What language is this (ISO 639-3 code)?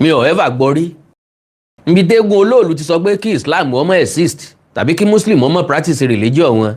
yor